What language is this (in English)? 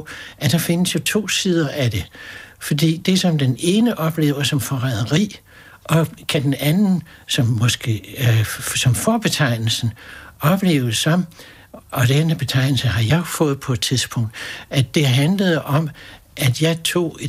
Danish